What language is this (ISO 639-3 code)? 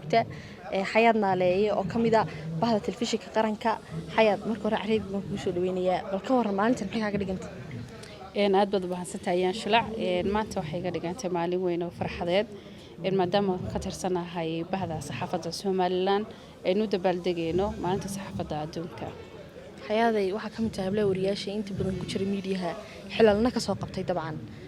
som